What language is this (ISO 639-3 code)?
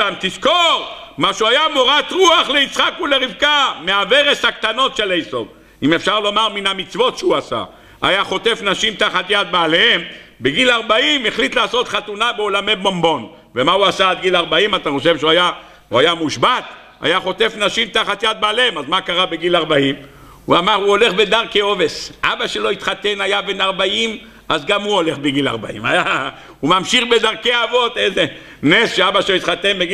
heb